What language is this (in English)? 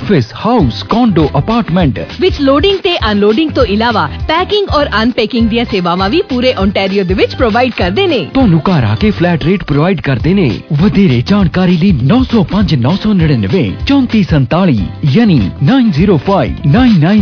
Punjabi